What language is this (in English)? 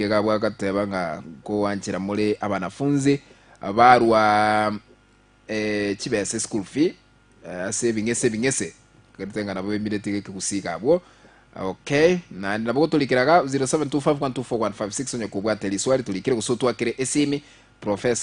Gusii